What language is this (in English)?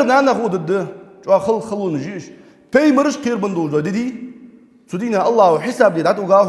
Ingush